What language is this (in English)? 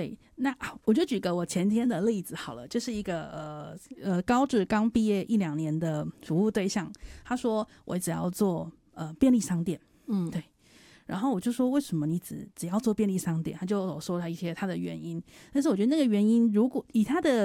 Chinese